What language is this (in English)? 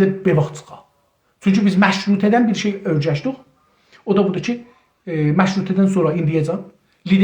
South Azerbaijani